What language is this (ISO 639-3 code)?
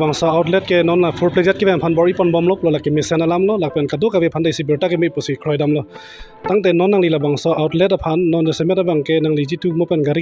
mjw